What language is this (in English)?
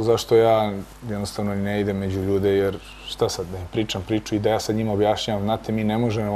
Serbian